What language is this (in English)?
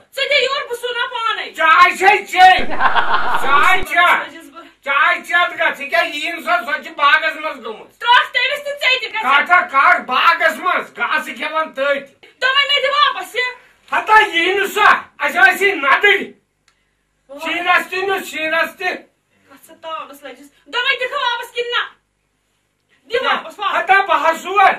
Kashmiri